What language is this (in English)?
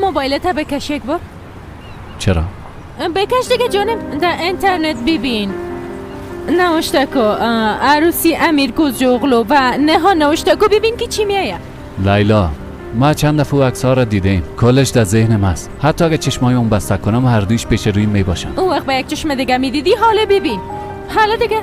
Persian